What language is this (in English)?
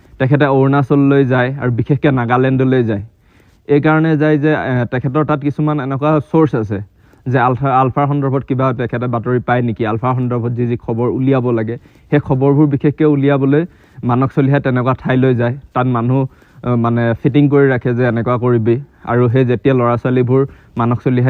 Assamese